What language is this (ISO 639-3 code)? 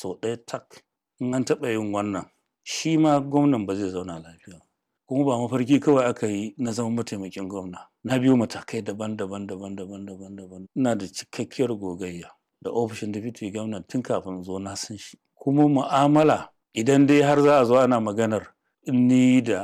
hau